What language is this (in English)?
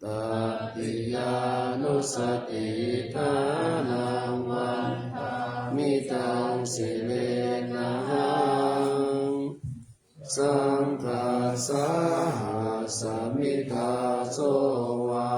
Pali